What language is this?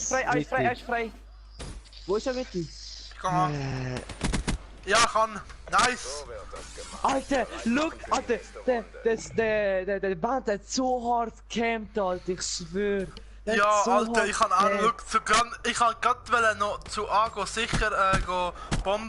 Swiss German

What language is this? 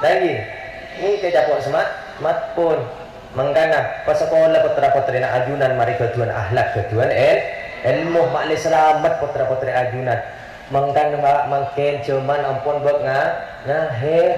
Madurese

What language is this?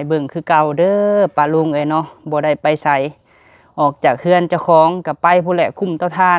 Lao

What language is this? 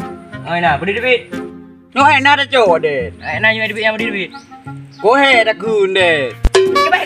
Achinese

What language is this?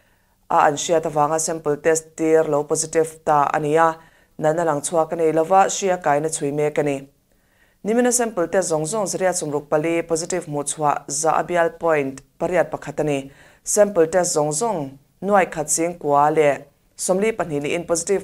Mizo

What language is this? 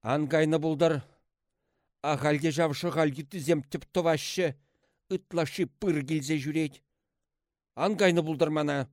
Chuvash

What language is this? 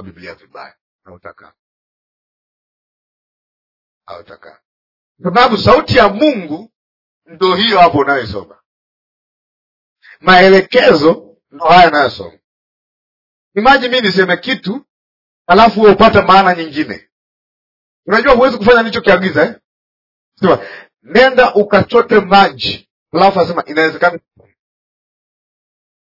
Swahili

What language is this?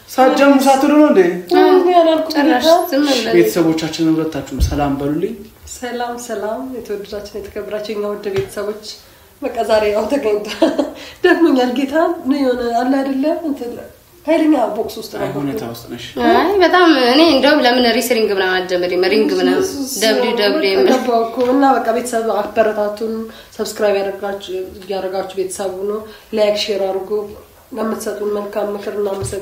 Amharic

